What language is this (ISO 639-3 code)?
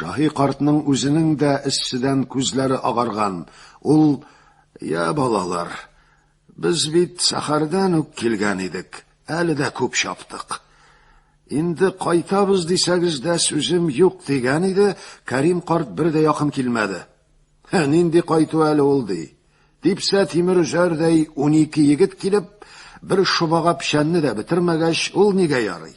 tat